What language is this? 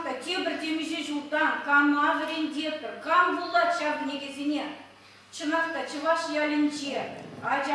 Chuvash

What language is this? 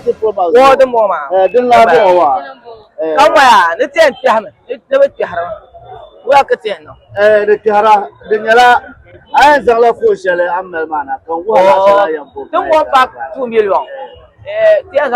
Dagbani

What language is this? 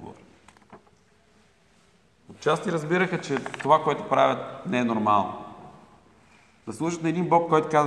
Bulgarian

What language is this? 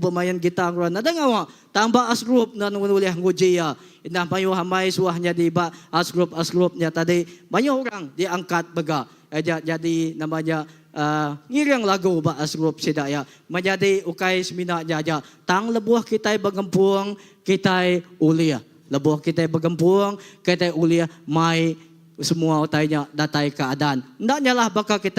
Iban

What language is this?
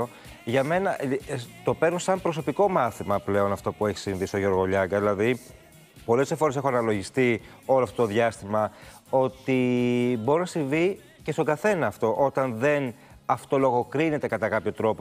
Greek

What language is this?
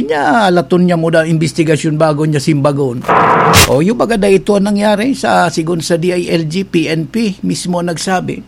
Bikol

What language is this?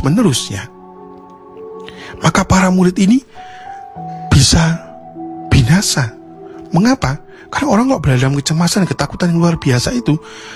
Indonesian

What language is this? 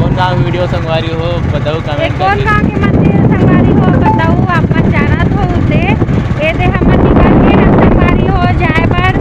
Chhattisgarhi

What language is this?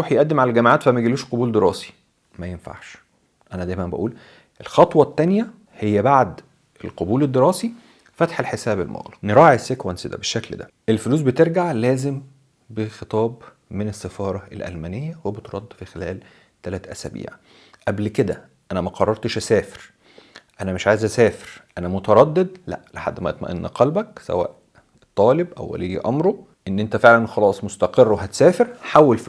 Egyptian Arabic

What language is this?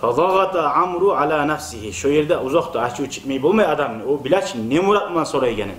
Kumyk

